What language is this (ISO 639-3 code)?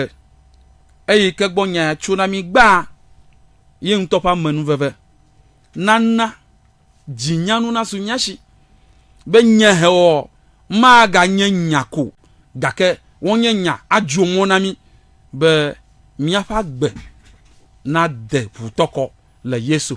ewe